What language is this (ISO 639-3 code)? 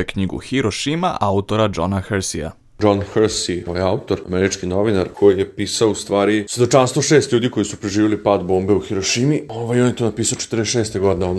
srp